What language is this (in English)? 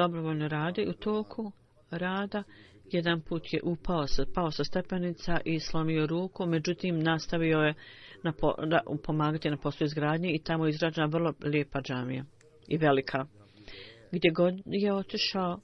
Bosnian